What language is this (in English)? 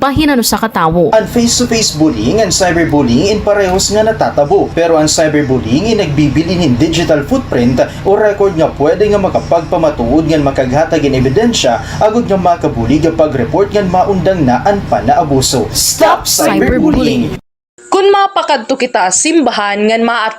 Waray